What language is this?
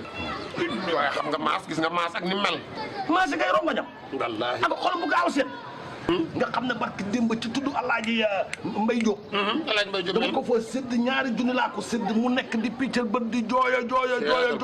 Wolof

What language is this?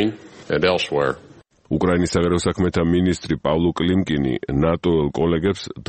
Georgian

